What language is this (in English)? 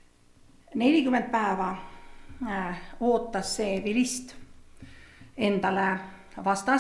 Estonian